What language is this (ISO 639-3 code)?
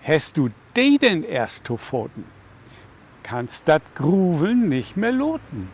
nds